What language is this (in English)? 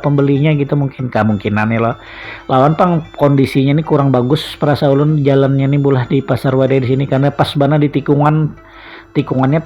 Banjar